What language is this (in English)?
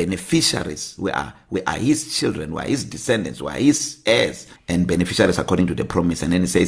English